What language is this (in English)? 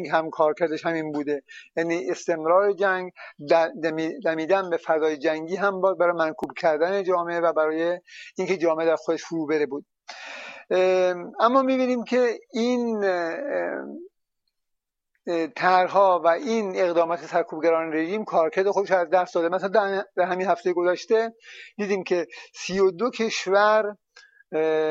Persian